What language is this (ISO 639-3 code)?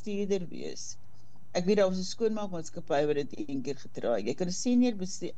afr